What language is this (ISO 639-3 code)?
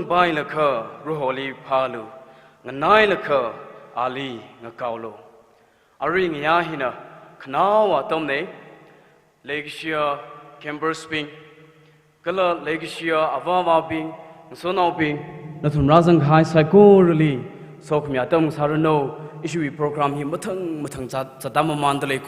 nmf